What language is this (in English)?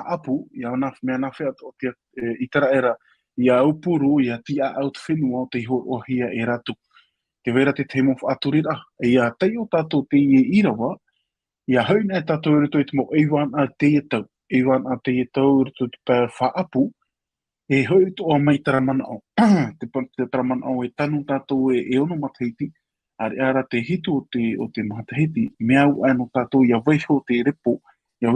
Tahitian